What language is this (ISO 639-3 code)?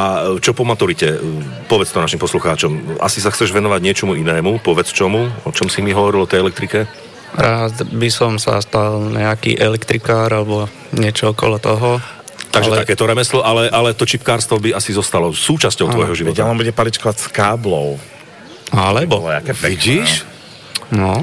slk